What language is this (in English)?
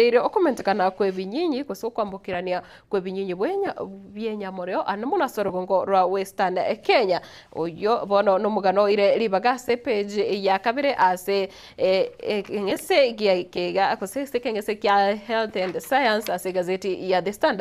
Gusii